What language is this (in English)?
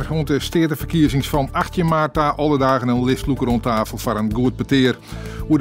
Western Frisian